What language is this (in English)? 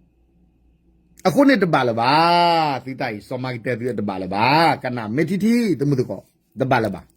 S'gaw Karen